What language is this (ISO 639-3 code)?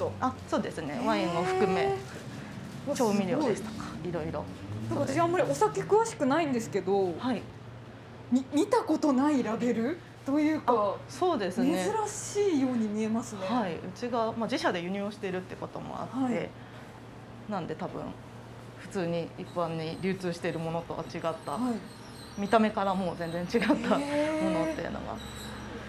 jpn